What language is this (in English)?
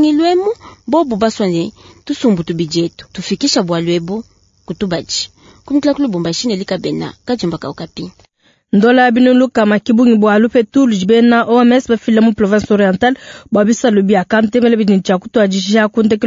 Luba-Lulua